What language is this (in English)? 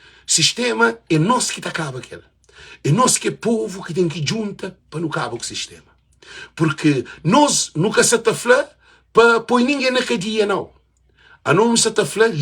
Kabuverdianu